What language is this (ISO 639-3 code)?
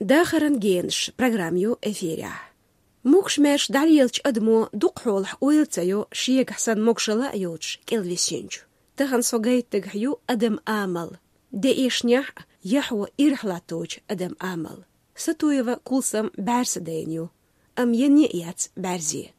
che